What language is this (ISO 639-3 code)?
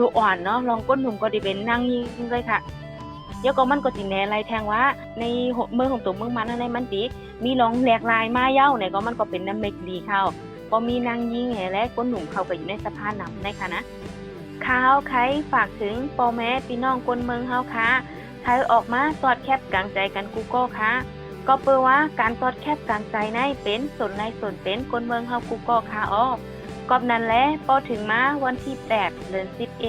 shn